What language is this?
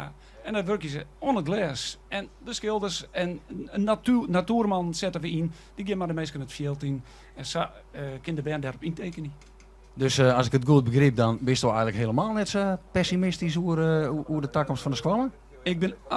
Western Frisian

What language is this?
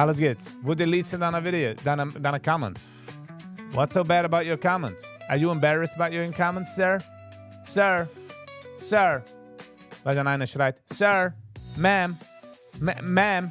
Yiddish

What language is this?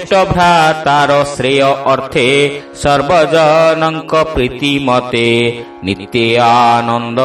Odia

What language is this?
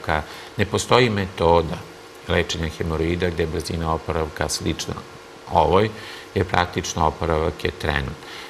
Serbian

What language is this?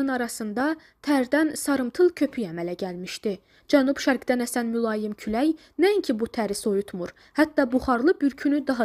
Azerbaijani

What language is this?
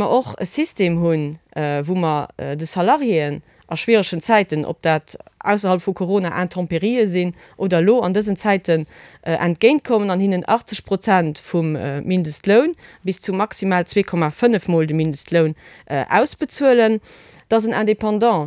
Luxembourgish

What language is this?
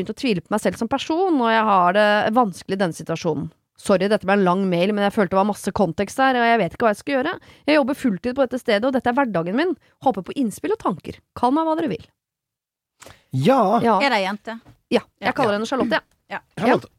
Norwegian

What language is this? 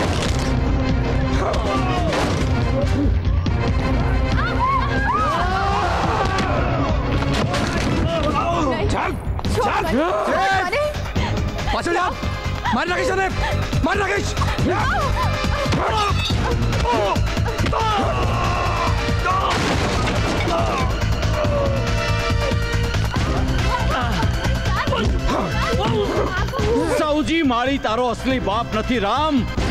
Gujarati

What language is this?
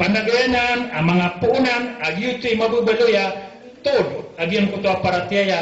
Maranao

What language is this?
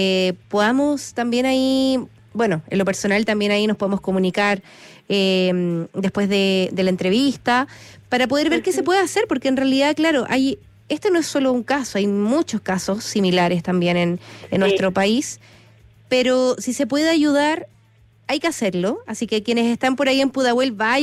Spanish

